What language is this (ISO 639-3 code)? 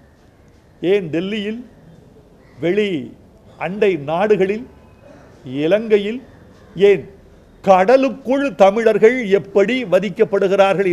tam